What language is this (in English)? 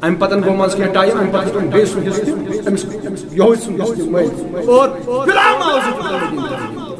Kashmiri